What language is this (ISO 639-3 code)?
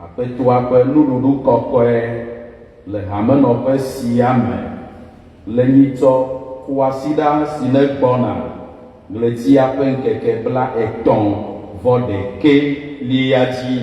ewe